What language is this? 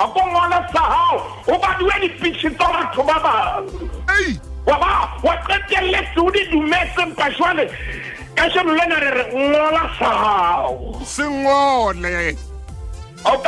Southern Sotho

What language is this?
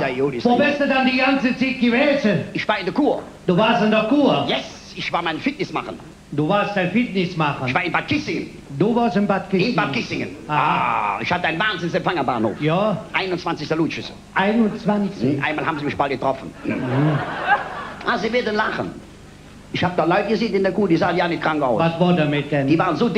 Colognian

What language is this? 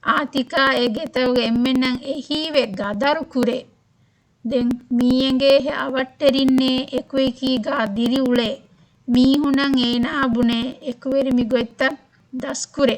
Divehi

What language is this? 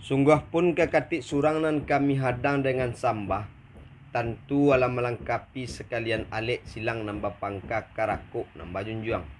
Minangkabau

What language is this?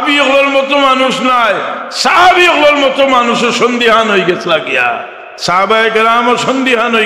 Sylheti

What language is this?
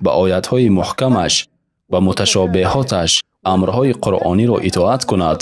Tajik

